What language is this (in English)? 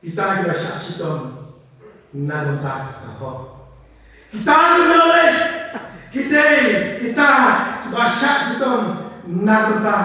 Khasi